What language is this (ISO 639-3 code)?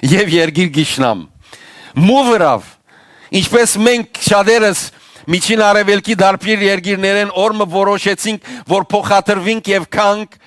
hyw